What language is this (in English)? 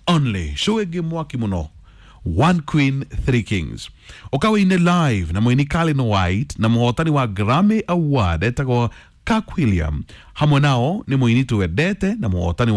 Kikuyu